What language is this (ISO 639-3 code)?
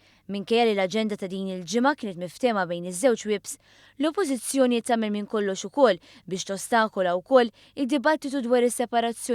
mlt